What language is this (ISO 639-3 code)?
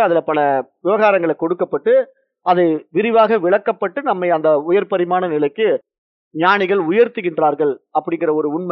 tam